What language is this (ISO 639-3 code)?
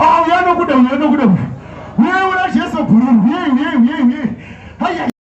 sna